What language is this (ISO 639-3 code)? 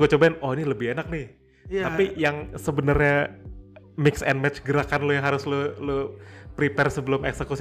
ind